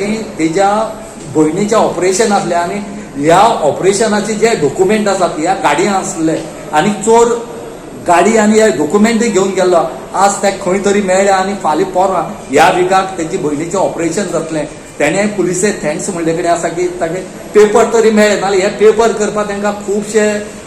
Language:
Konkani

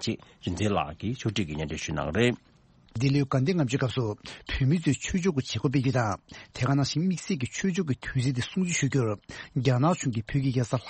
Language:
Tibetan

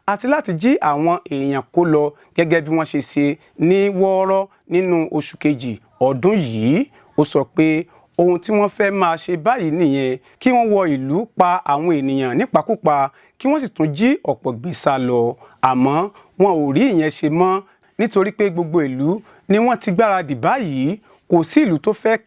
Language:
Yoruba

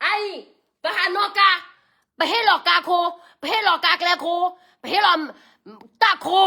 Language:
S'gaw Karen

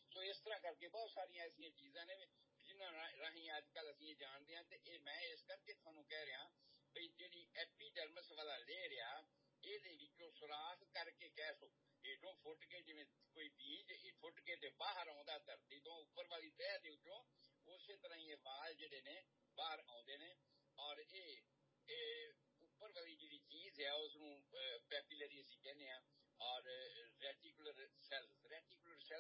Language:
Punjabi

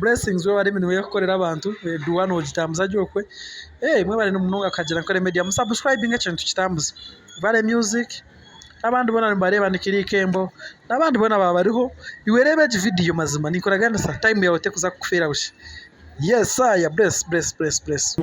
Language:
Nyankole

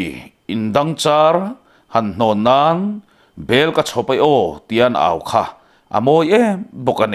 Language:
Mizo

